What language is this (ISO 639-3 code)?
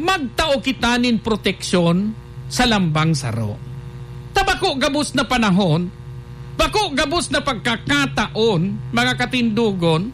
bik